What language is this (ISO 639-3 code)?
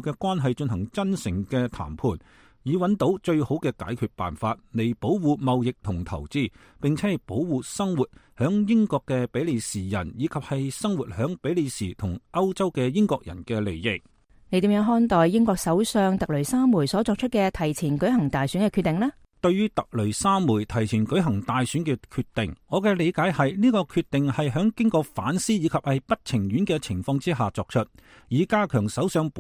yue